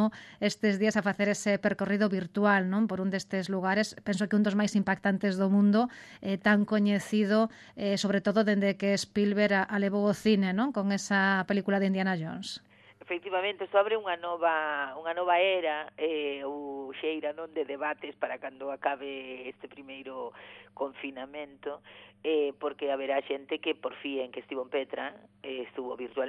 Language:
Galician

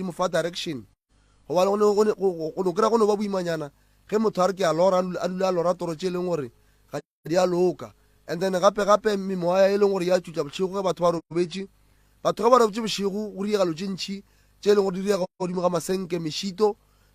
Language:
Northern Sotho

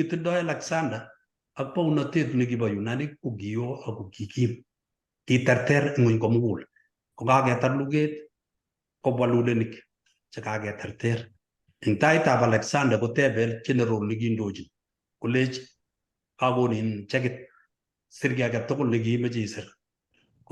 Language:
Kalenjin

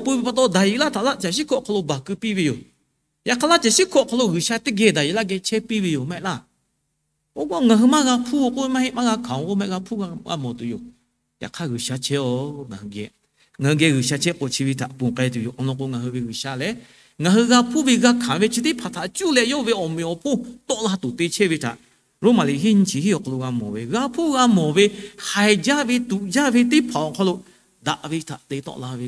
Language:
Lahu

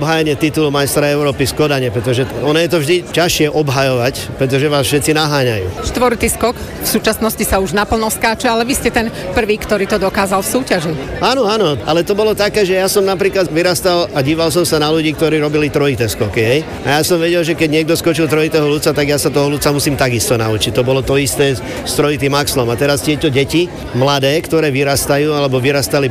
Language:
Slovak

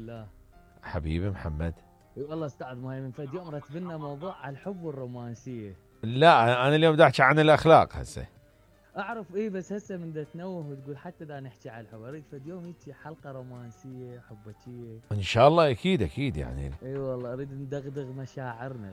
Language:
Mesopotamian Arabic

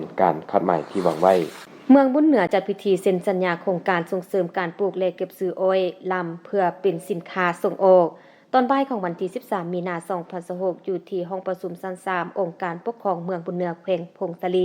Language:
Lao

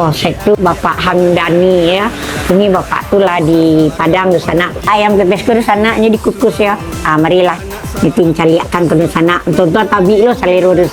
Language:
Minangkabau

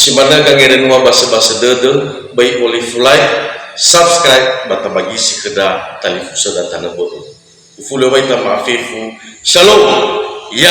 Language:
Nias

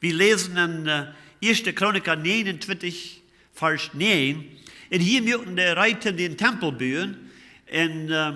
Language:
Plautdietsch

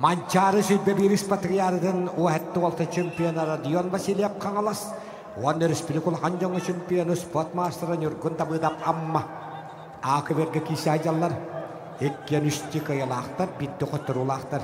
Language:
Yakut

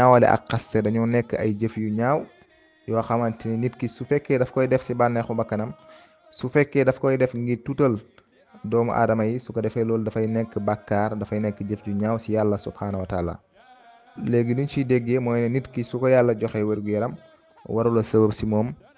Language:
Wolof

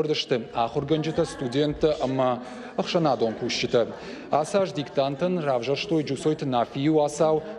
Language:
Ossetic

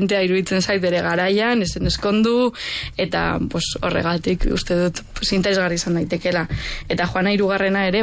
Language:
Basque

